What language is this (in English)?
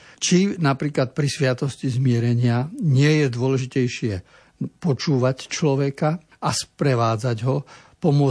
Slovak